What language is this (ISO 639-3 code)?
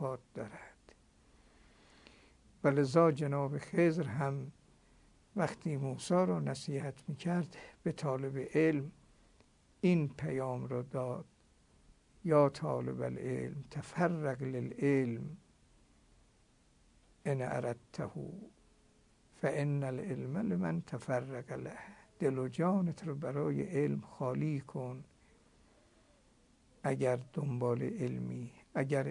fas